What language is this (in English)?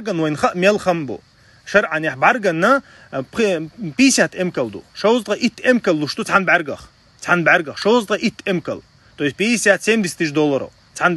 Chechen